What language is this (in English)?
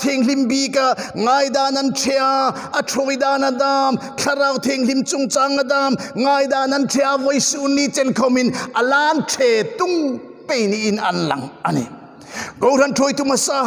Hmar